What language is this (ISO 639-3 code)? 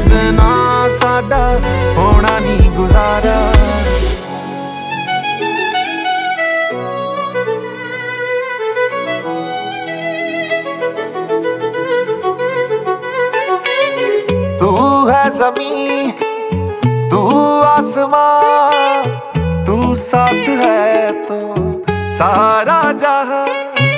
hin